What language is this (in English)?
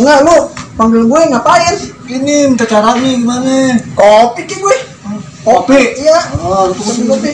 Betawi